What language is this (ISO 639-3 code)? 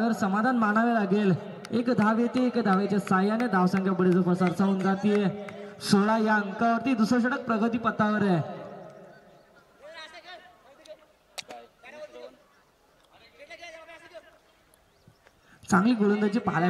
mar